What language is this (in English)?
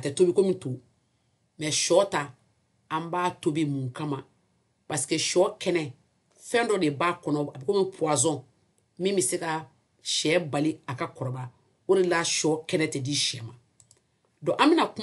Bambara